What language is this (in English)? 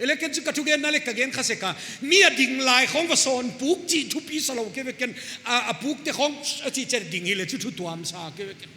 Paite Chin